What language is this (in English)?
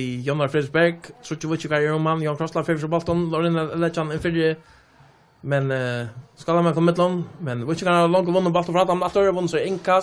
Faroese